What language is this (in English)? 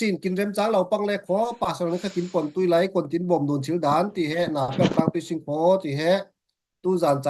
Falam Chin